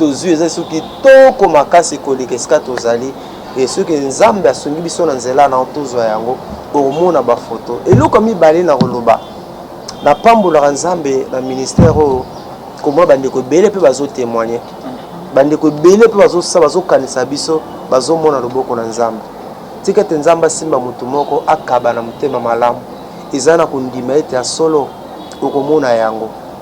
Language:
Lingala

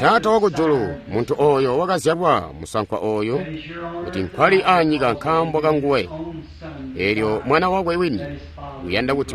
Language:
Tonga (Zambia)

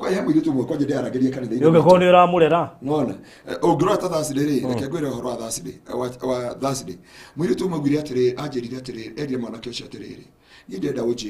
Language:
Kikuyu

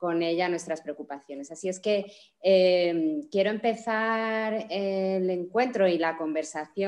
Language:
Spanish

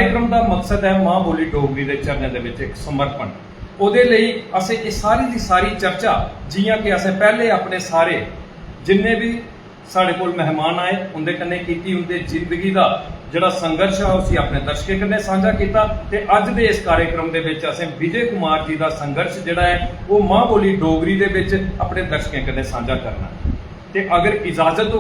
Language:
Dogri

